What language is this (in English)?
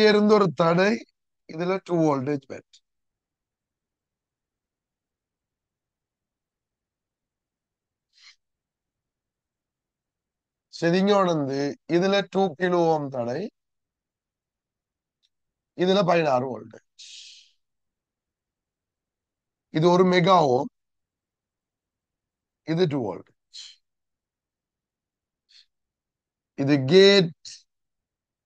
Tamil